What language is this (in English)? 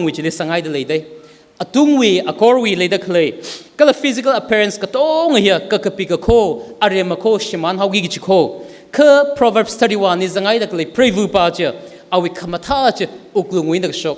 Tangkhul Naga (India)